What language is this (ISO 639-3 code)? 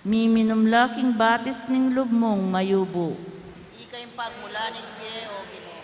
pam